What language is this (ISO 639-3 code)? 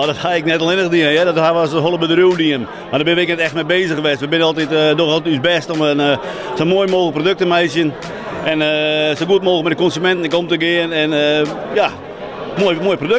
fry